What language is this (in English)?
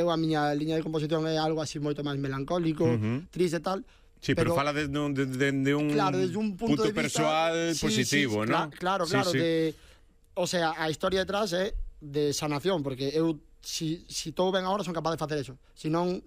Galician